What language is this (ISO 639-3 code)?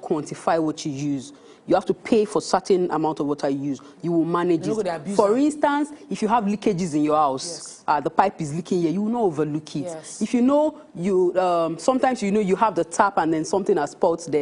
pcm